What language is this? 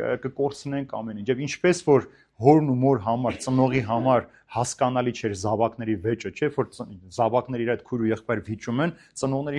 Armenian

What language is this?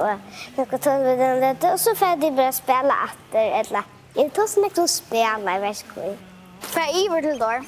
Faroese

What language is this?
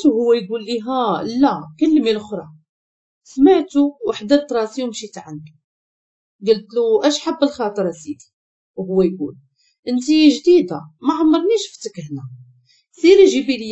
Moroccan Arabic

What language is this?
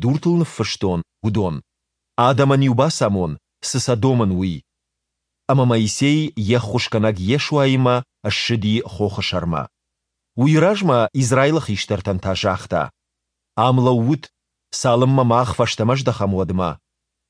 Ossetic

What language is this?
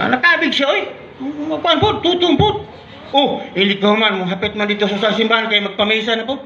Cebuano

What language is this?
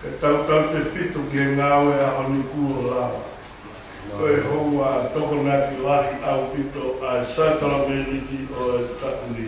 Tongan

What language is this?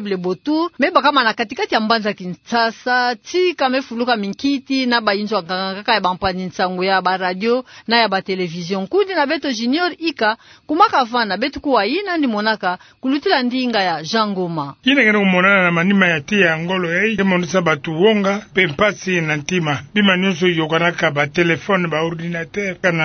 Kituba (Democratic Republic of Congo)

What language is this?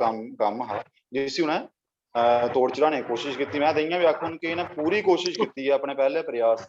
Dogri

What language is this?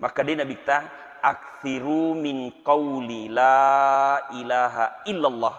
Buginese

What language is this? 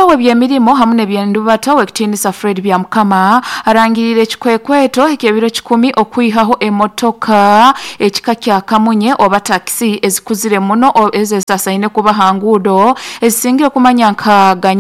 Nyoro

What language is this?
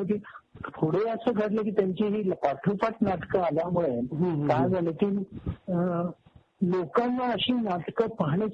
Marathi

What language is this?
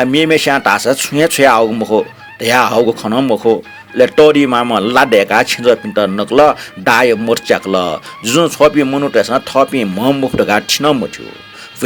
Newari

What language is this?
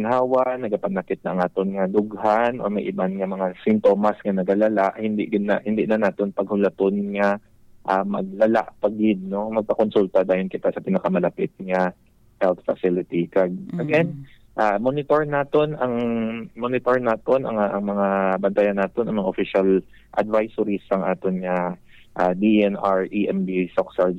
Hiligaynon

